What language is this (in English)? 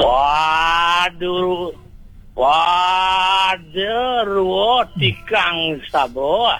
Balinese